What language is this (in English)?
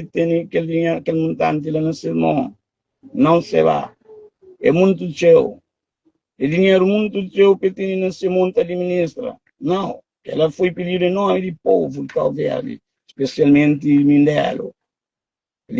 Kabuverdianu